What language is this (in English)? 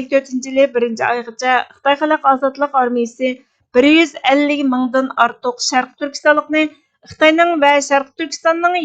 Uyghur